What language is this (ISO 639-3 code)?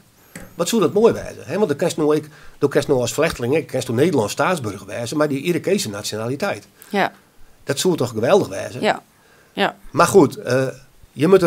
fry